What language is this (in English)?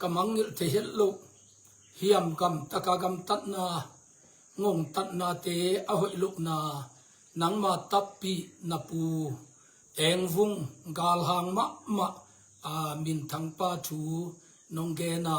Tedim Chin